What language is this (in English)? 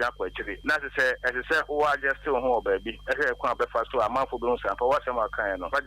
Akan